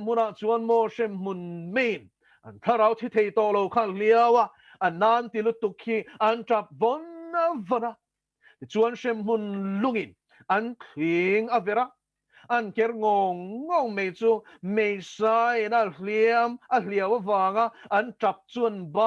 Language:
Mizo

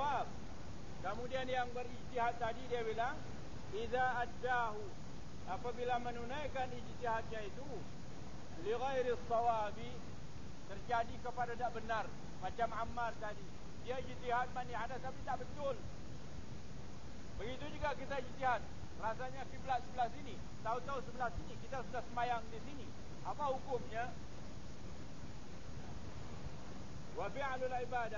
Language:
Malay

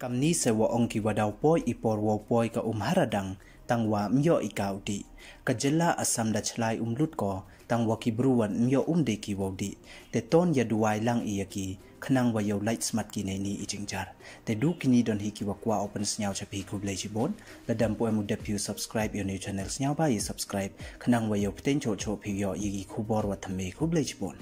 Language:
Pnar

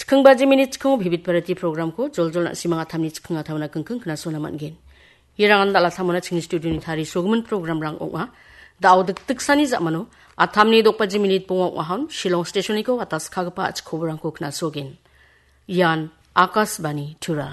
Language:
Garo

